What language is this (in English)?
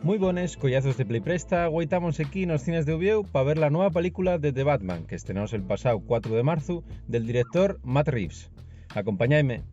Asturian